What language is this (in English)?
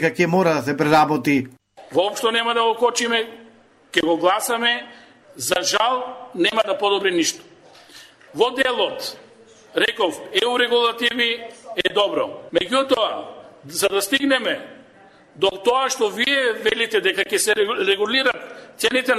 Macedonian